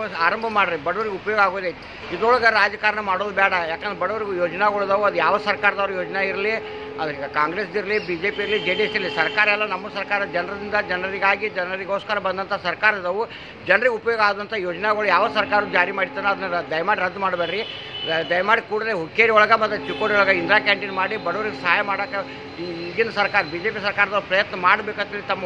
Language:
Kannada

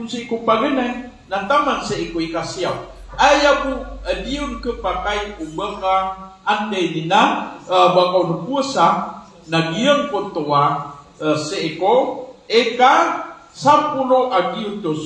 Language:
Maranao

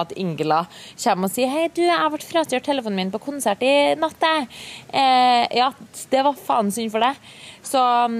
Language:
Norwegian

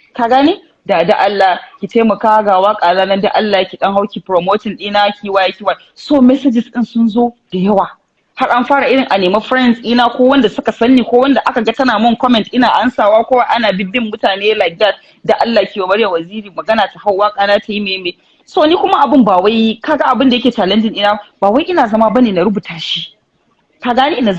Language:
Hausa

